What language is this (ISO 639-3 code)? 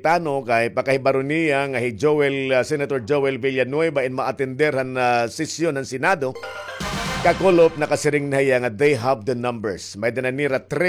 war